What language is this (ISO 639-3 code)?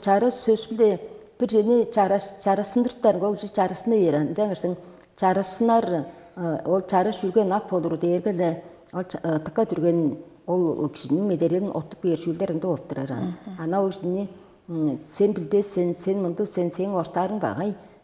tyv